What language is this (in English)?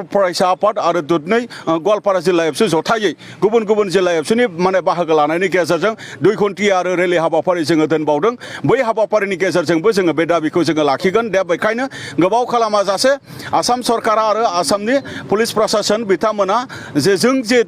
Bodo